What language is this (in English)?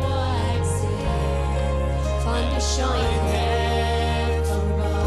Plautdietsch